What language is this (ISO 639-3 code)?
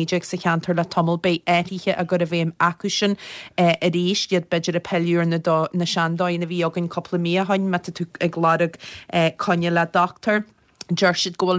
gle